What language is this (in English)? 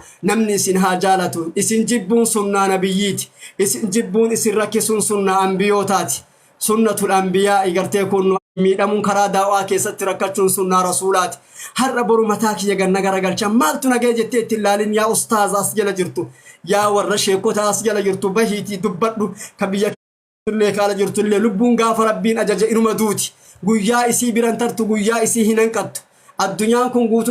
Oromo